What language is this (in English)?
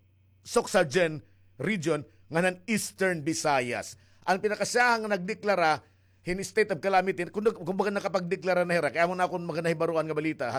Waray